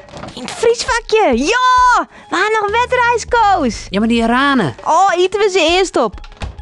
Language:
Western Frisian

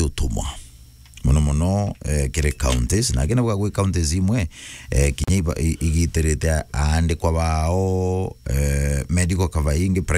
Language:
Meru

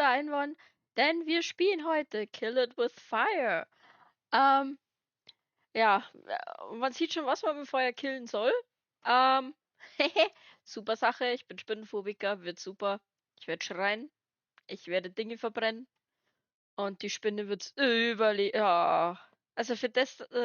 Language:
Bavarian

